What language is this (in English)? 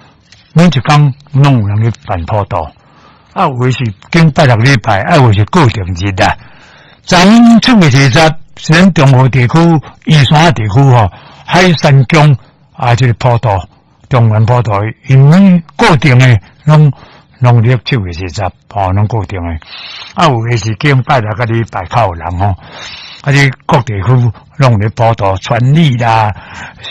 Min Nan Chinese